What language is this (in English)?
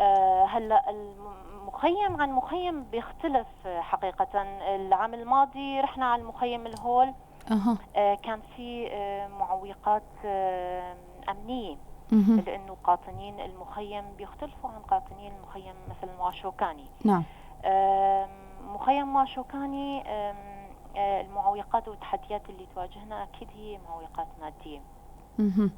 North Levantine Arabic